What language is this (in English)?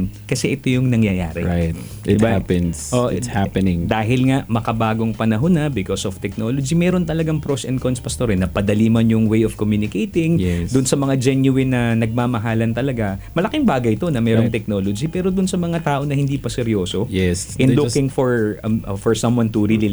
Filipino